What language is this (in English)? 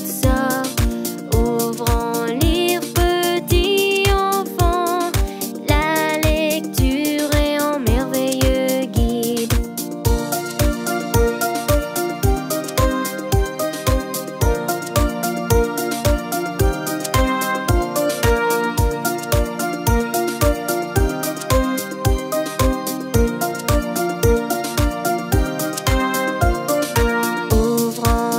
French